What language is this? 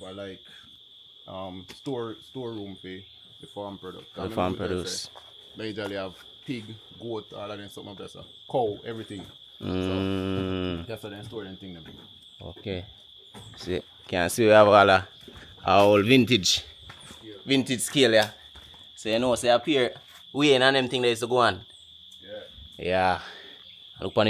Jamaican Creole English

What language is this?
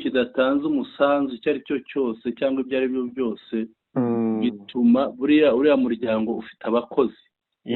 Kinyarwanda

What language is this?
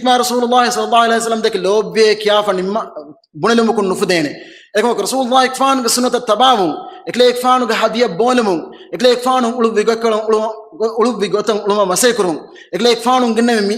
Divehi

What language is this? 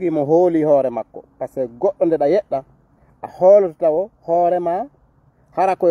Fula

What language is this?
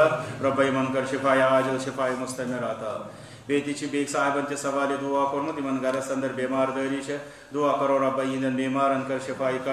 Kashmiri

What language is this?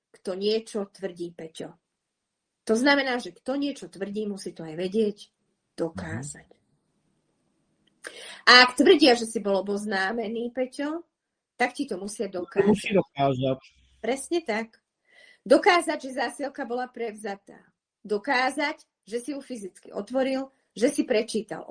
Slovak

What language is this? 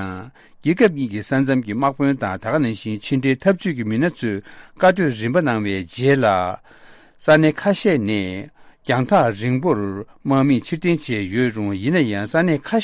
Tibetan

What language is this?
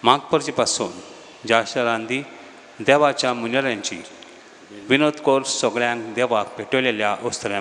Konkani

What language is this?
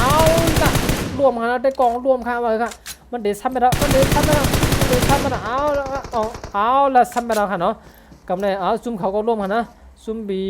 Shan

